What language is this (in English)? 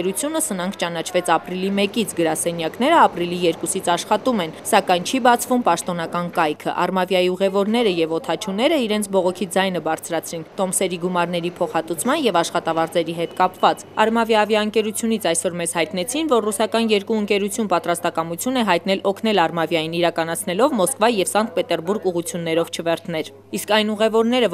Armenian